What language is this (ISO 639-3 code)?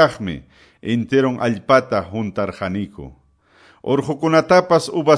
que